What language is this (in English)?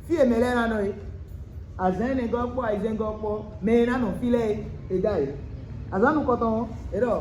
Fon